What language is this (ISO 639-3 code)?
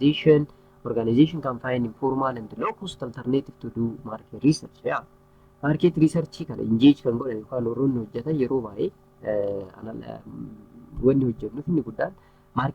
orm